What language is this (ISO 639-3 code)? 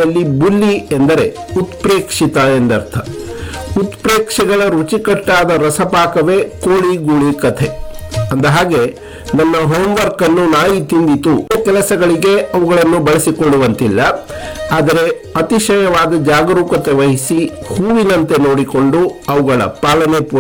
kan